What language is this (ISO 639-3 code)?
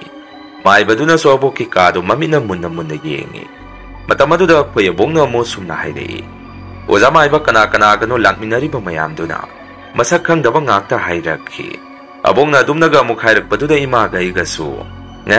mni